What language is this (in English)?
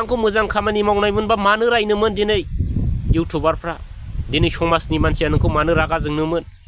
Bodo